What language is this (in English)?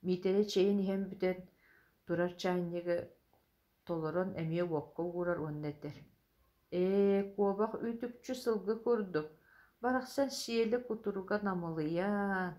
Yakut